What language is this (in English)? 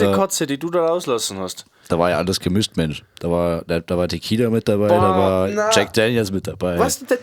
Bavarian